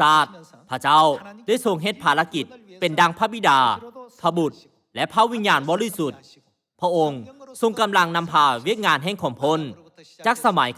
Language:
Lao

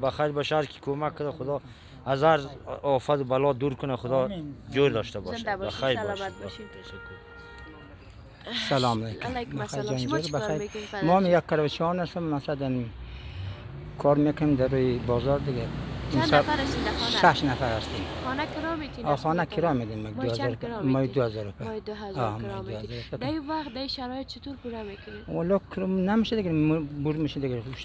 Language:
Persian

